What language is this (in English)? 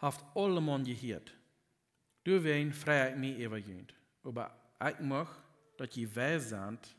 Plautdietsch